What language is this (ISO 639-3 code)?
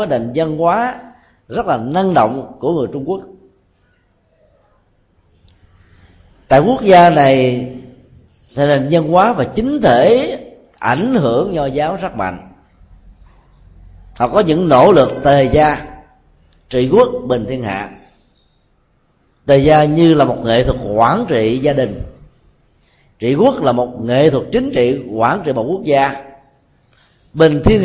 vie